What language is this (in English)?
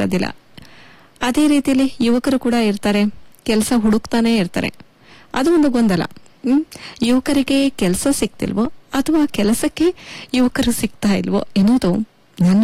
Kannada